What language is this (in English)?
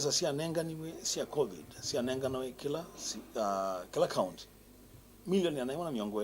Kamba